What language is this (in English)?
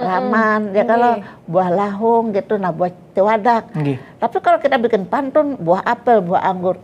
Banjar